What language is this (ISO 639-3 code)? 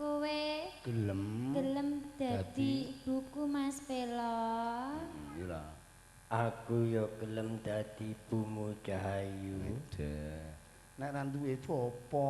jav